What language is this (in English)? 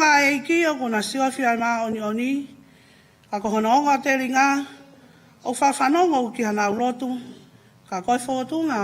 Tongan